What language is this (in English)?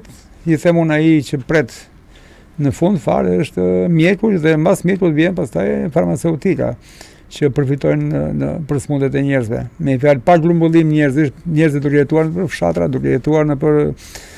Albanian